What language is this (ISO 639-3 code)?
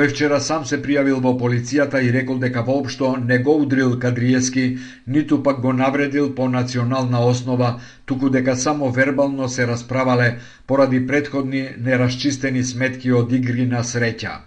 mkd